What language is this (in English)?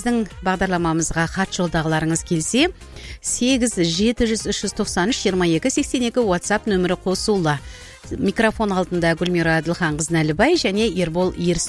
Kazakh